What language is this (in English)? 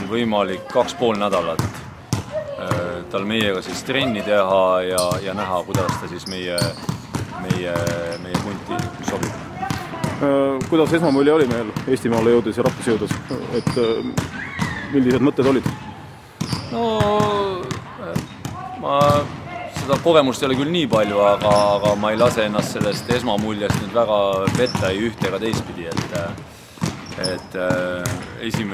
Estonian